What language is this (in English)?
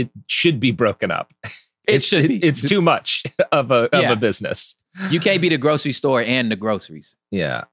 English